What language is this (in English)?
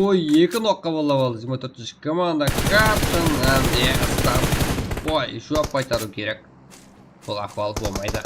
Kara-Kalpak